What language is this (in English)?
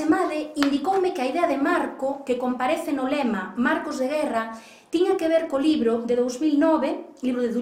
Galician